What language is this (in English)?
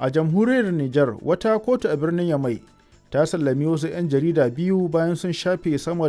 Hausa